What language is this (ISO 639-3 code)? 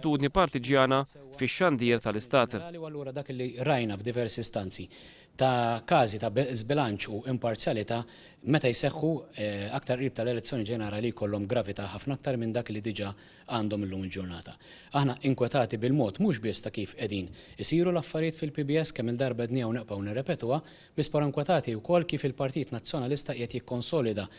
mlt